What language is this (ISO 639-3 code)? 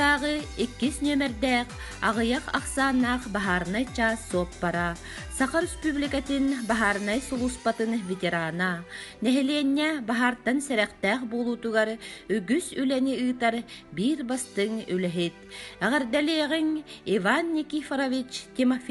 sah